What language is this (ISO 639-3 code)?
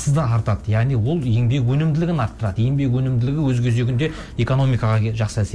kaz